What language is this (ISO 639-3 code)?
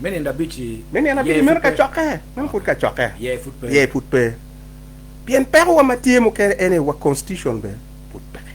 ach